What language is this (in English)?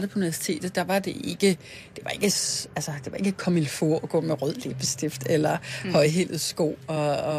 Danish